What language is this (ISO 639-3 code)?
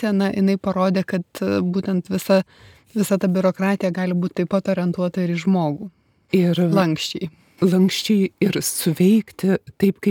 lit